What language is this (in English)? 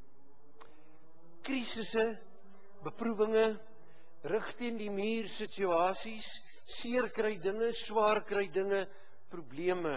Afrikaans